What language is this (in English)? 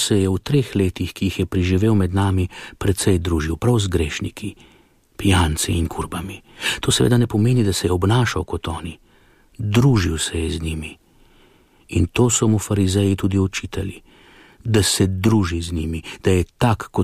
Slovenian